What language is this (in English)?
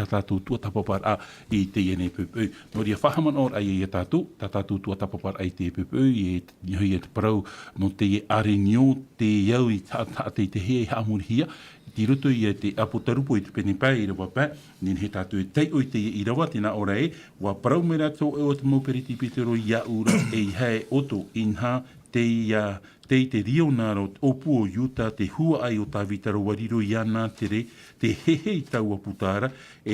Tahitian